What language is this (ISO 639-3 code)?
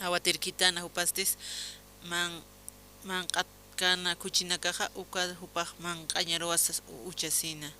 aym